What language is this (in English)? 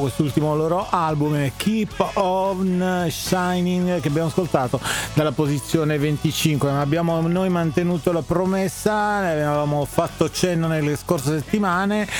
Italian